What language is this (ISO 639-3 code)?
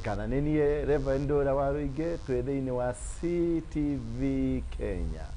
kik